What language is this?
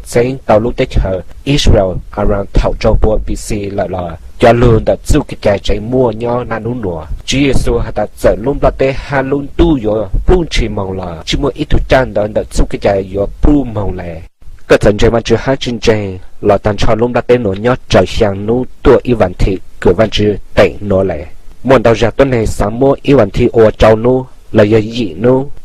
Hmong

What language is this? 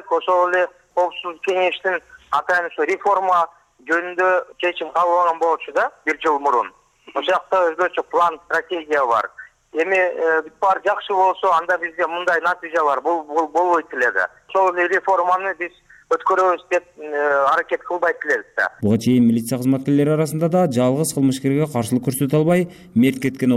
Kyrgyz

